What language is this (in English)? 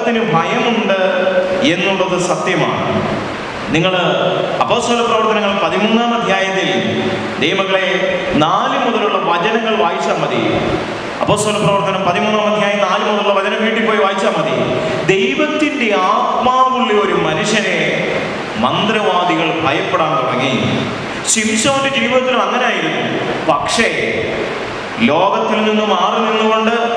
Malayalam